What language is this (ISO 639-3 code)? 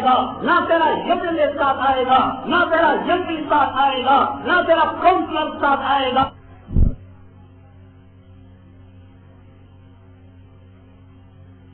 urd